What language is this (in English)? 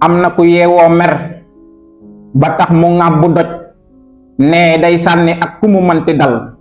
Wolof